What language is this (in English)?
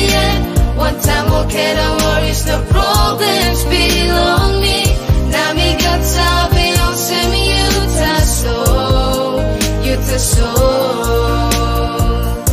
Tok Pisin